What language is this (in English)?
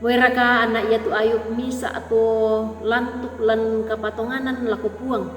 Toraja-Sa'dan